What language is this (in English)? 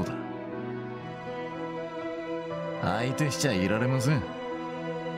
Japanese